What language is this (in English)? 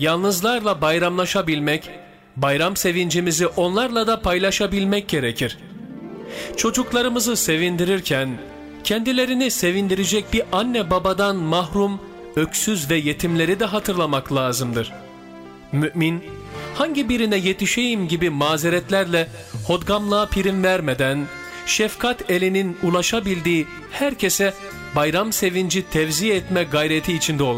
Turkish